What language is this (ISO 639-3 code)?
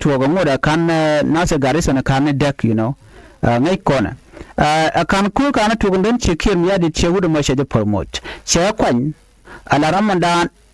nus